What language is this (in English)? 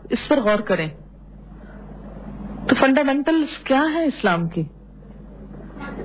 Urdu